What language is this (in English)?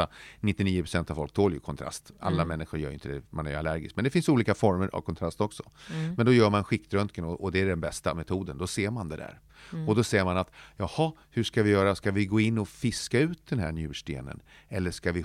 Swedish